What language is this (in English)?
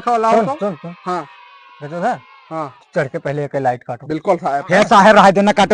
Awadhi